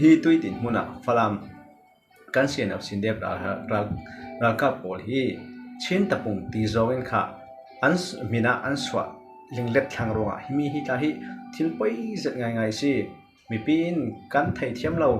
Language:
Falam Chin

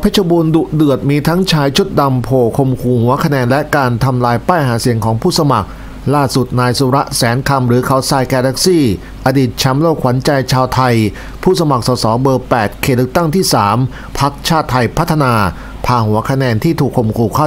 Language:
Thai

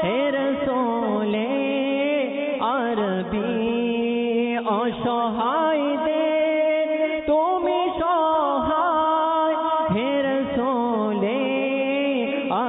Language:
Bangla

